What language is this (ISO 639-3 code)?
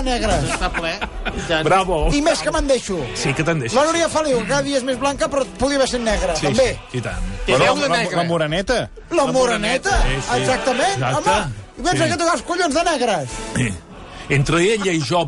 cat